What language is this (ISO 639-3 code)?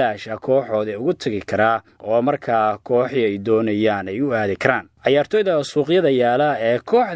som